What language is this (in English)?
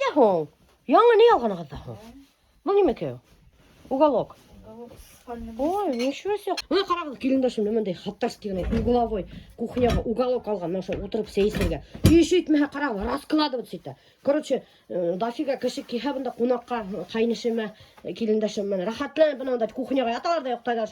Bashkir